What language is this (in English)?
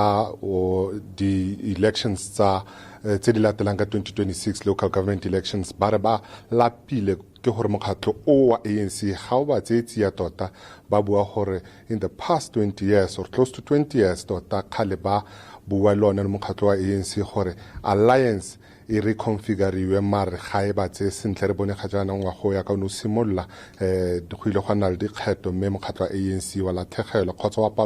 Tswana